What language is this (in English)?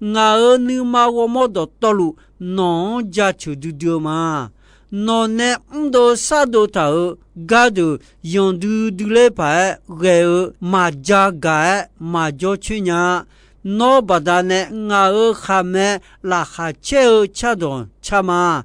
Akha